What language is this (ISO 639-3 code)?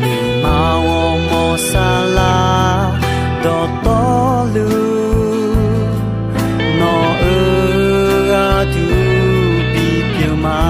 ahk